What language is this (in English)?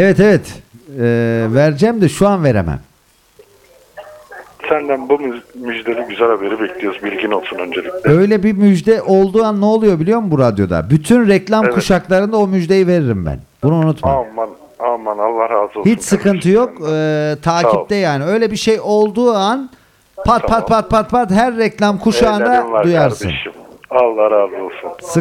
Turkish